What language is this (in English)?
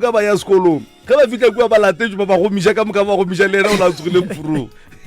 Northern Sotho